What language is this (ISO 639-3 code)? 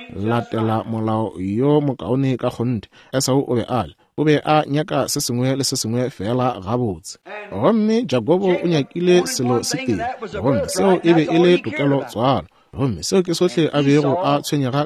nso